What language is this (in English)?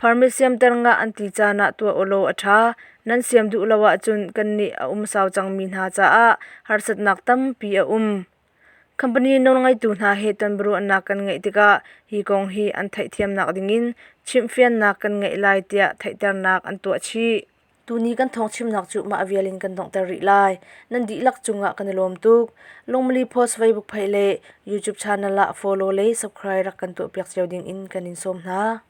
Hakha Chin